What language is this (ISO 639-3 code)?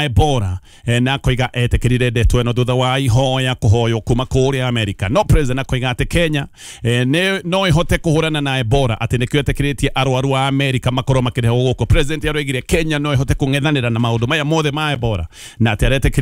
kik